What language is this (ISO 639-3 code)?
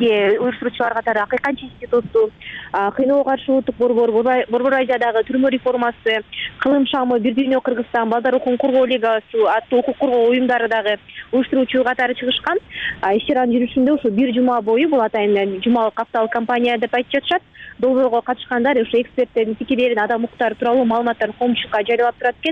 kir